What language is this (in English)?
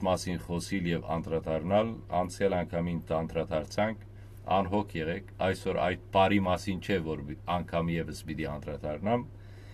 Western Armenian